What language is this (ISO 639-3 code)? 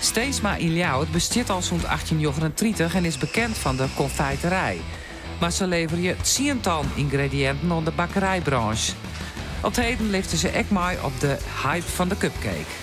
fry